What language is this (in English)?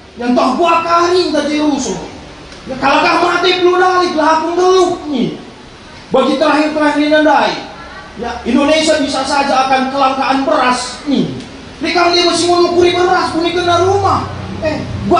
Batak Karo